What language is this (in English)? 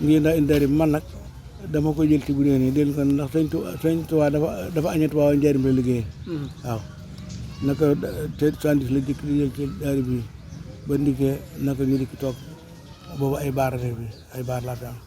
Wolof